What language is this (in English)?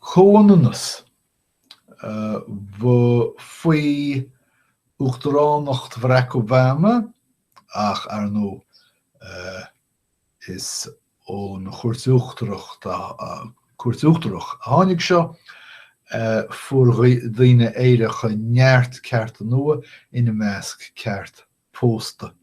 Irish